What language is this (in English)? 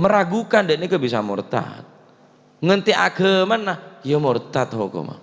Madurese